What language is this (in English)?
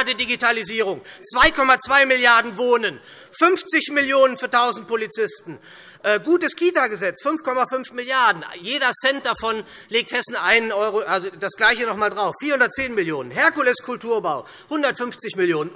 German